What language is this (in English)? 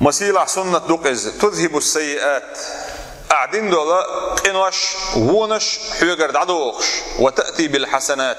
Chechen